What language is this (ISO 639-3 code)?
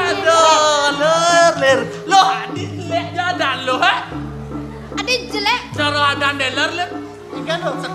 ban